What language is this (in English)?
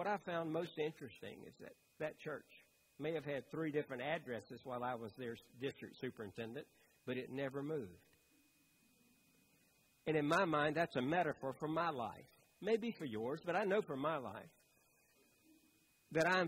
English